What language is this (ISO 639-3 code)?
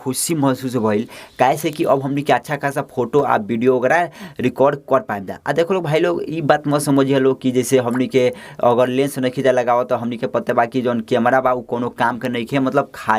bho